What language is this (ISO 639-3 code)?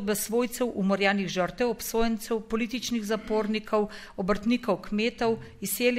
slv